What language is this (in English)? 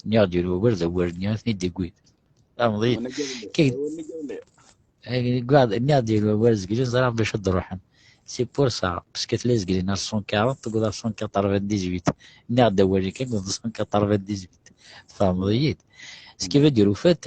Kabyle